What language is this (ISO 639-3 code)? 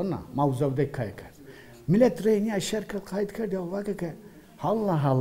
zza